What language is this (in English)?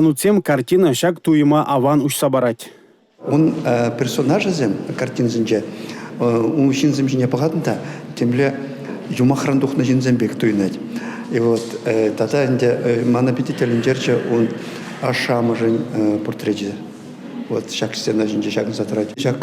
Chuvash